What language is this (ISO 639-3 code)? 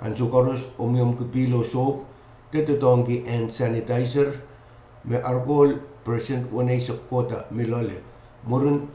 pon